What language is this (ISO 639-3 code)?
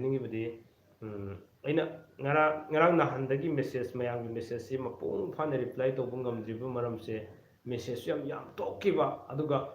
mni